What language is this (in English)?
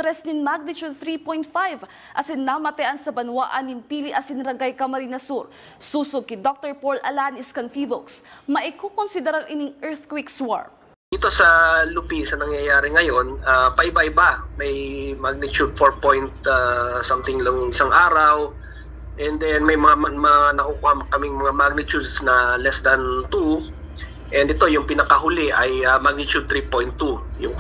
Bikol